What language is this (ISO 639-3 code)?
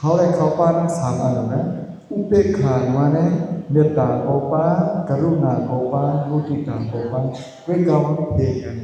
shn